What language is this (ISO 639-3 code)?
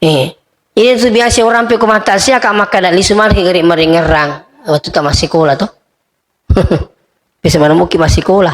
bug